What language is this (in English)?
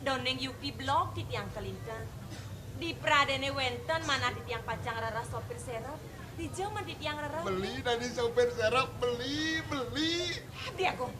Balinese